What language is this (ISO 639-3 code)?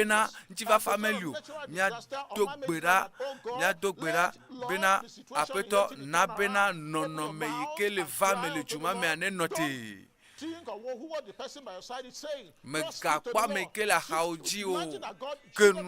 ewe